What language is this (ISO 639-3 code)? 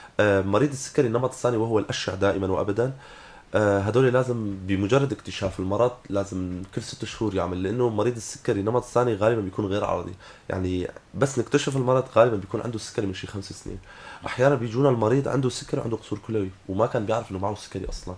apc